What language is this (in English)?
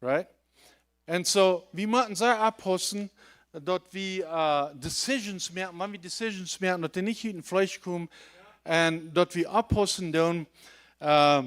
Plautdietsch